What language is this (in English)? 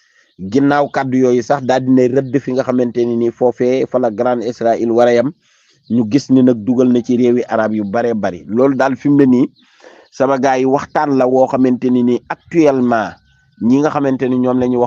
Wolof